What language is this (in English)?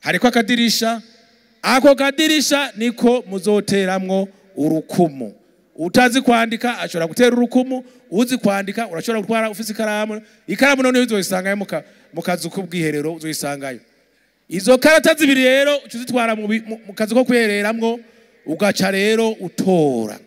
Rundi